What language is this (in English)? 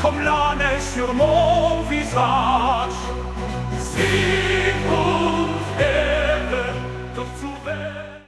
Bavarian